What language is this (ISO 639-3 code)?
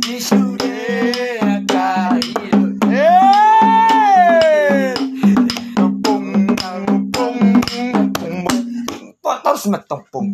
bbc